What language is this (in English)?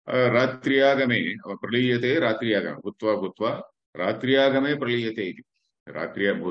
Sanskrit